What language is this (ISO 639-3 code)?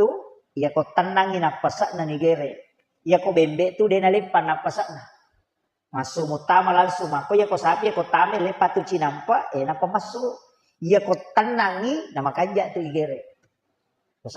bug